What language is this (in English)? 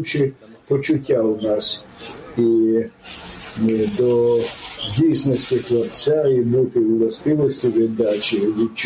Ukrainian